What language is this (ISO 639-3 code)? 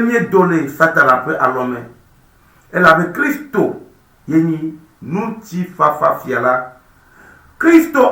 ewe